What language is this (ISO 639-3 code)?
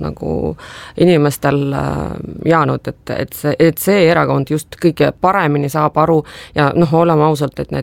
est